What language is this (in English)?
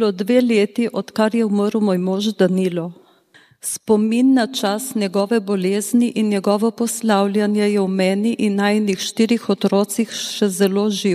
Slovenian